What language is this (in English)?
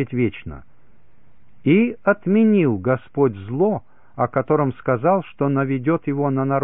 Russian